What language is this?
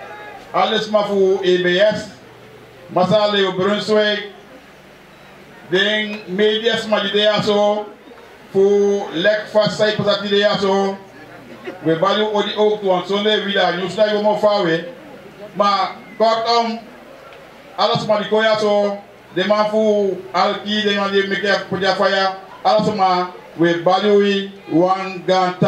Dutch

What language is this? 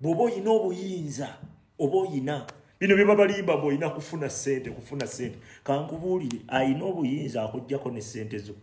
Ganda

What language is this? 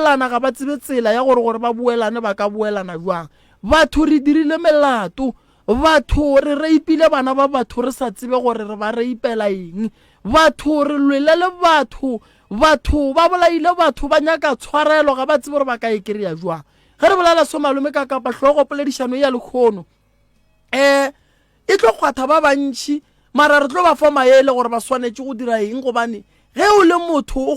Northern Sotho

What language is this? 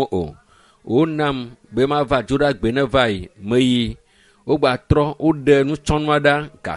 Ewe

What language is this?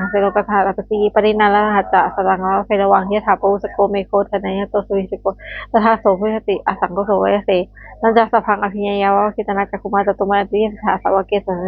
Pali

